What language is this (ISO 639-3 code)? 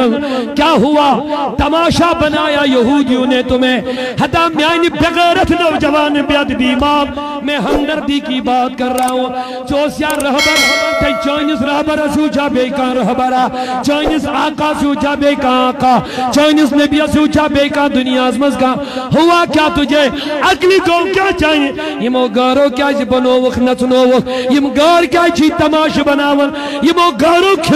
kas